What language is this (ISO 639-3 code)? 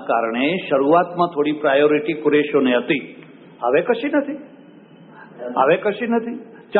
guj